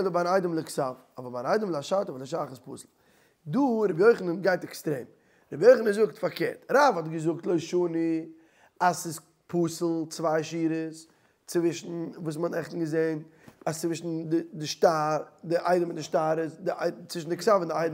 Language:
Yiddish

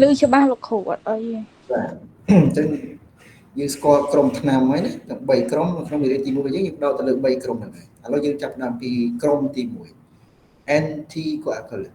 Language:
Khmer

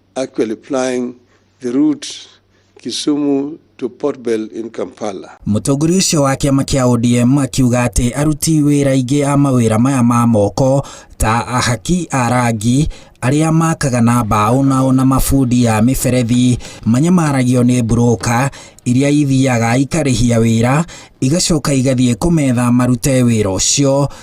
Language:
Kikuyu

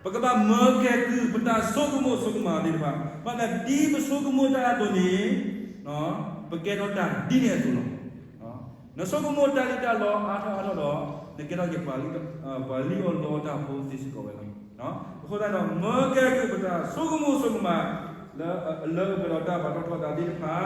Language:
S'gaw Karen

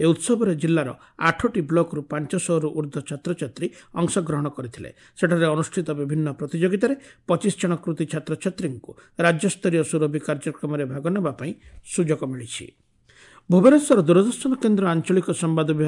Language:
Odia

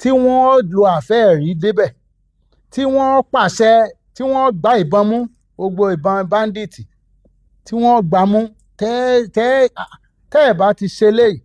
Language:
Yoruba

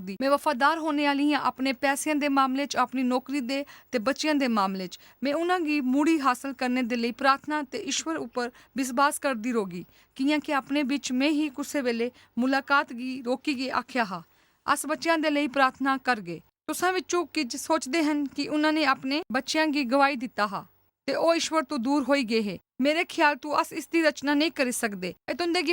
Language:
Dogri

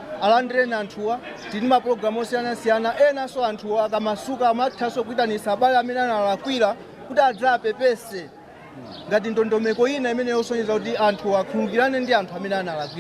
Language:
Nyanja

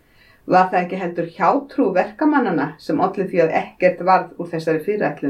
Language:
Icelandic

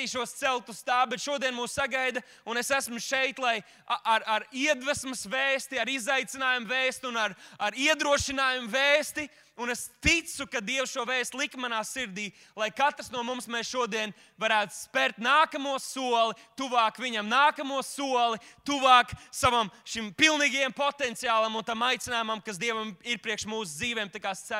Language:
Latvian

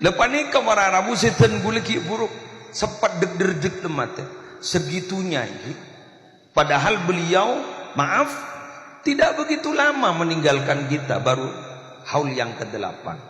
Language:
Madurese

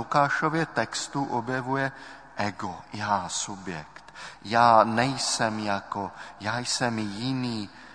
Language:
Czech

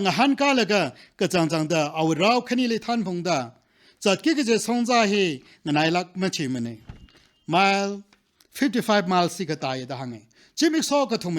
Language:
Tangkhul Naga (India)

